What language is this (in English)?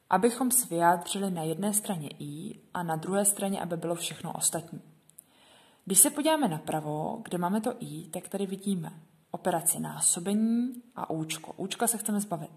Czech